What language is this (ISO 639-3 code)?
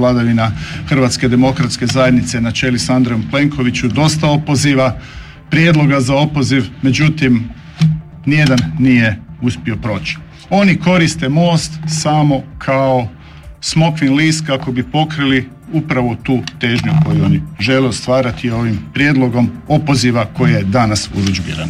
hrv